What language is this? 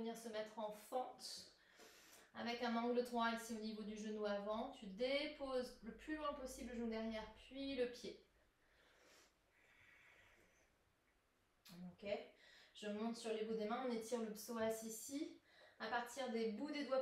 French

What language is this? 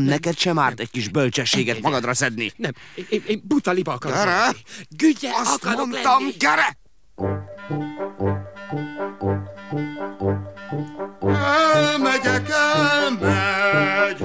Hungarian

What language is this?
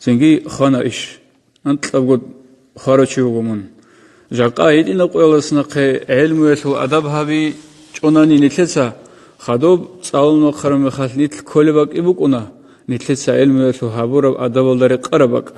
Avaric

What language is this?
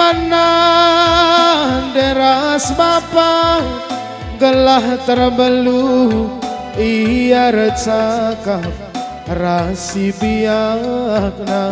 Batak Karo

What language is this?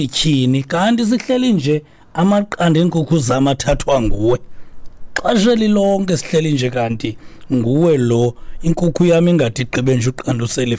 Xhosa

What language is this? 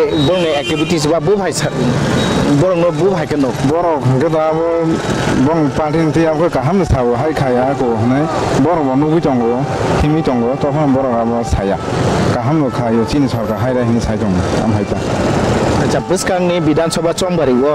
Kok Borok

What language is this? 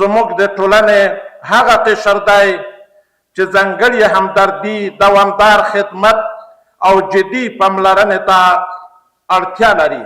Pashto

